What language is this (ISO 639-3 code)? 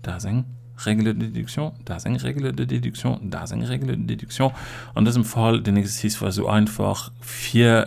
ltz